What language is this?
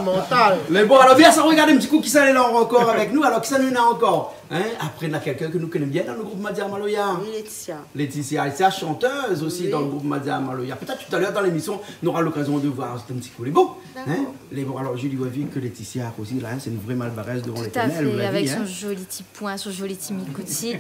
Réunion Creole French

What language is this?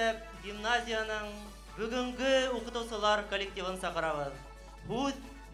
Bashkir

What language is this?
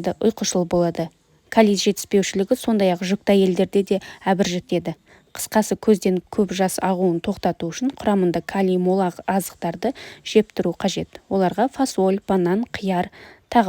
Kazakh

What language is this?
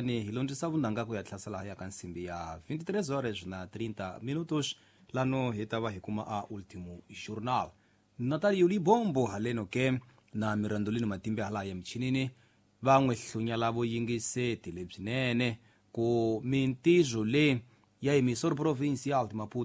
Tsonga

